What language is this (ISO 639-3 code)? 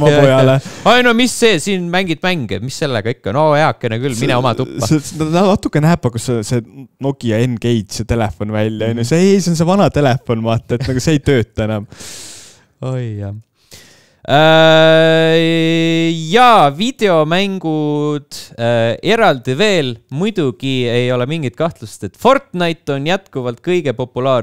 est